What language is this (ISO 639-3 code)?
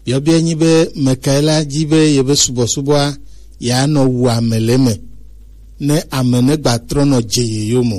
gej